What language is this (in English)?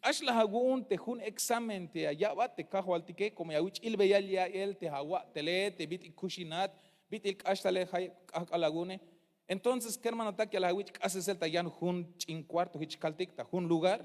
Tzeltal